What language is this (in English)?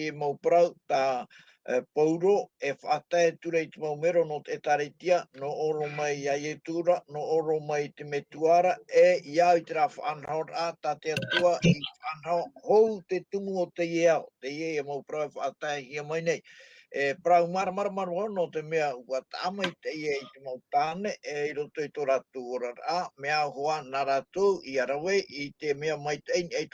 Tahitian